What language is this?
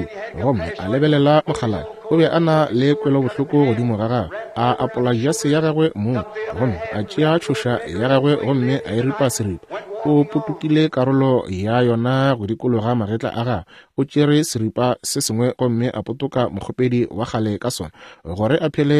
Northern Sotho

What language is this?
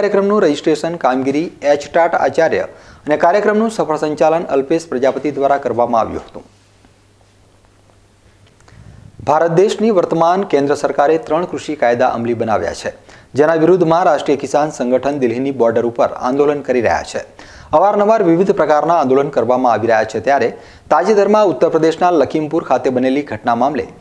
Gujarati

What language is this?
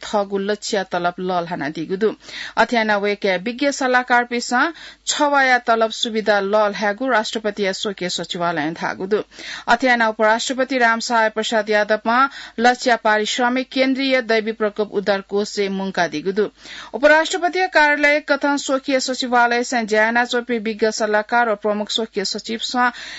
Newari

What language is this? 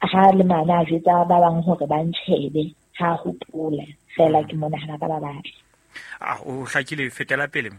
Southern Sotho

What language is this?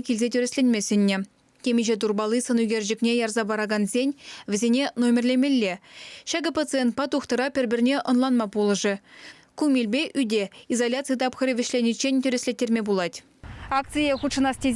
Chuvash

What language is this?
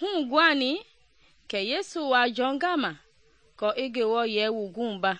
Mende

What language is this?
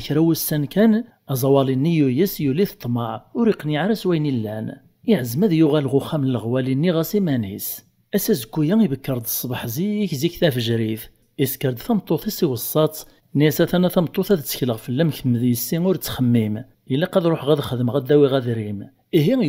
Kabyle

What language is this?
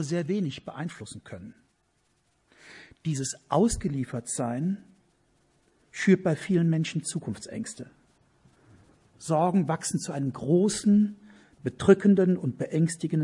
German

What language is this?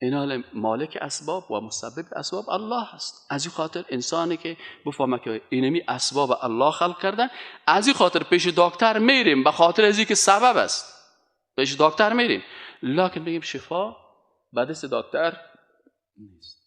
Persian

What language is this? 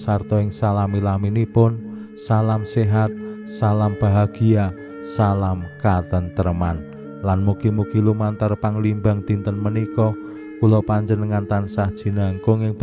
Javanese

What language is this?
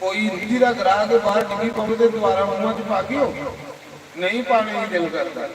Dogri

